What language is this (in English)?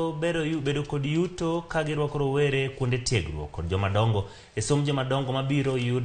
Luo (Kenya and Tanzania)